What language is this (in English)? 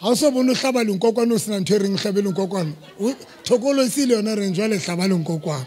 Southern Sotho